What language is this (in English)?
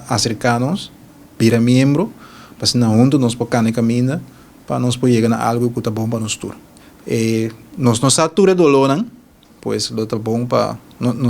Papiamento